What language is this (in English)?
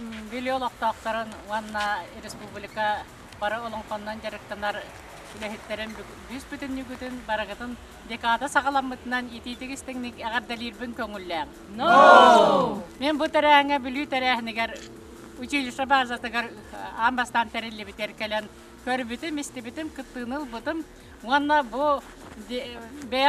Yakut